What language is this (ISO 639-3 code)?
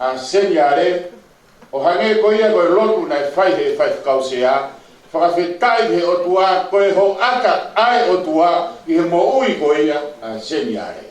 ton